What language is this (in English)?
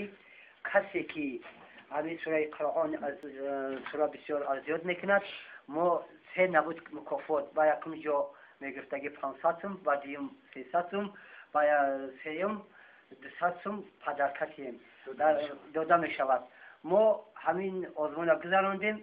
Tajik